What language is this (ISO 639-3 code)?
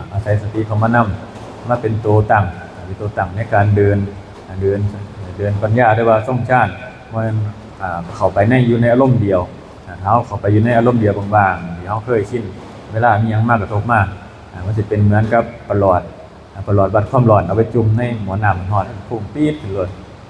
tts